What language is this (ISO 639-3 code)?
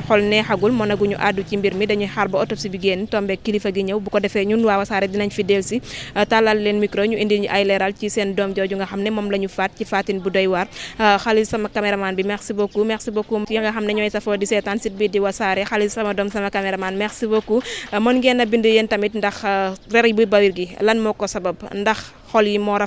wol